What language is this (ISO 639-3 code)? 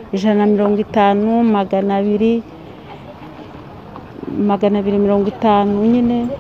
kin